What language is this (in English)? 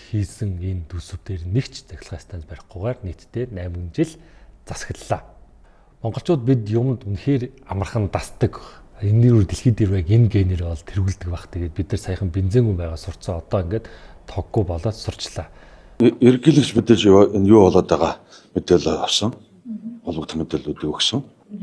Mongolian